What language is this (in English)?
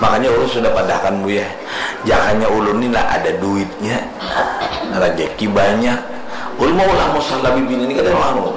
Banjar